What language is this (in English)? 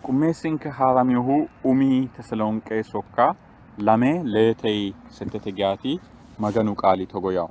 Sidamo